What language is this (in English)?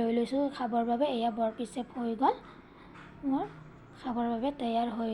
Assamese